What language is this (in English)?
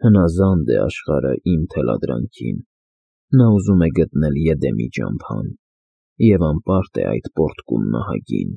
Armenian